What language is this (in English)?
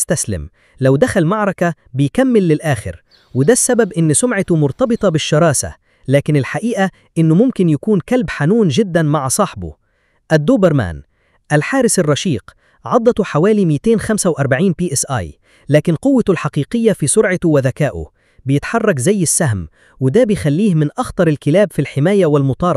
Egyptian Arabic